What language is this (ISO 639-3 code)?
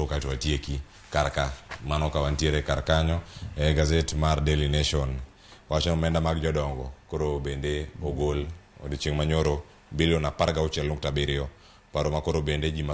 luo